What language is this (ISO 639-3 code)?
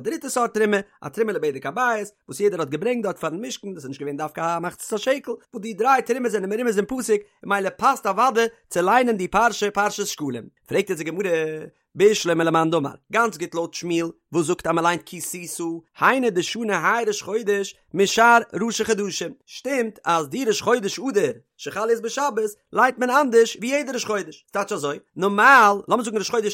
yid